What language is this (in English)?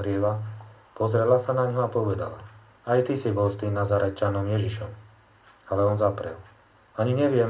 Slovak